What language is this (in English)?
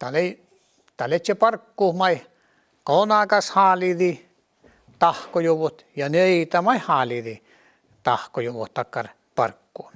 Northern Sami